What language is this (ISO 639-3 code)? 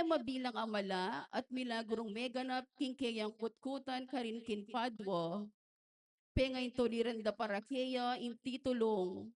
pam